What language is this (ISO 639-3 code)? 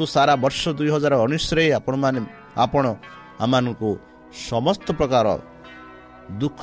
ori